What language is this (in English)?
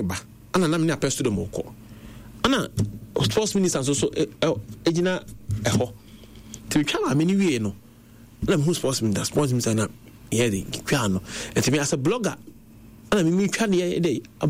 Akan